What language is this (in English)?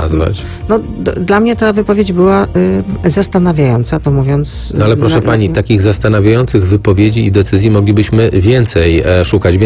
Polish